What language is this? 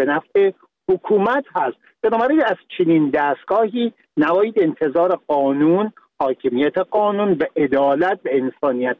Persian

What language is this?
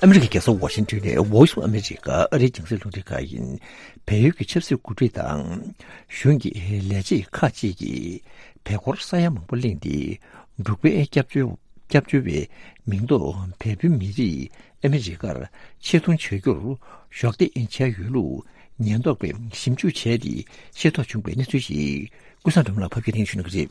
Tibetan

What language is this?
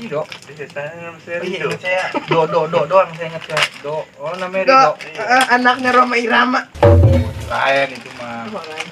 Betawi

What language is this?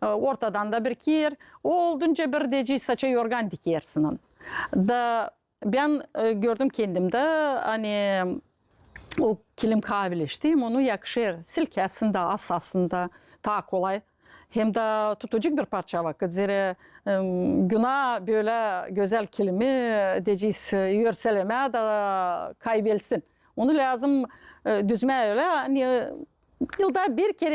Gagauz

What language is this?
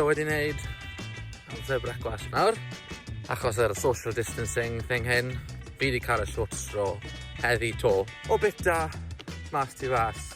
Welsh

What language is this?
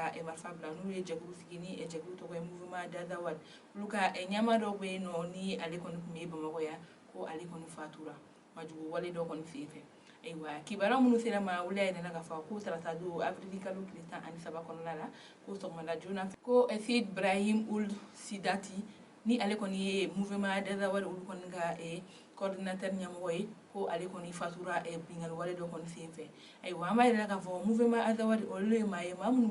Bambara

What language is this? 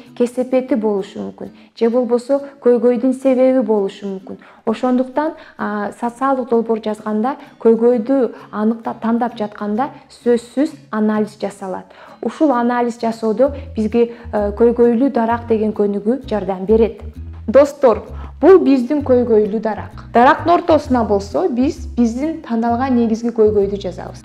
Kyrgyz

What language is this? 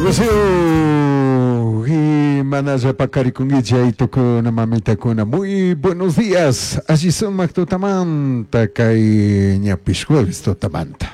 Chimborazo Highland Quichua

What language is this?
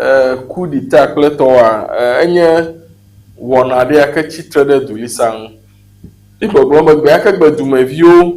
Ewe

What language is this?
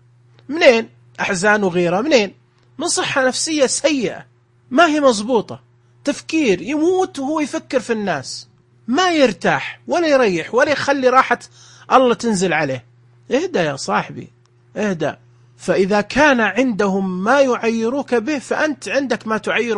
Najdi Arabic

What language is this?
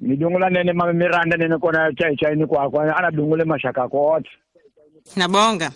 Tsonga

